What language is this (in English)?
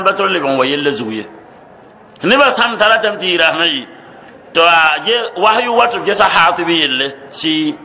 Mossi